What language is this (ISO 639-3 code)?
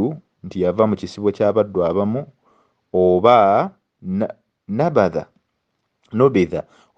lug